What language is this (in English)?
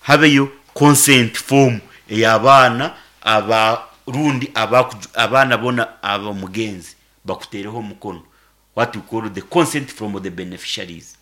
Nyankole